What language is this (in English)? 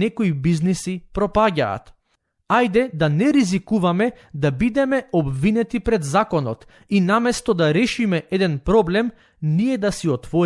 Macedonian